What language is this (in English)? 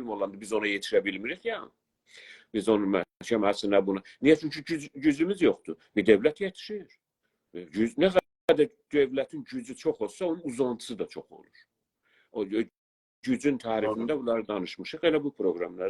South Azerbaijani